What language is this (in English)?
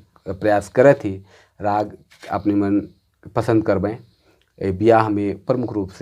Sadri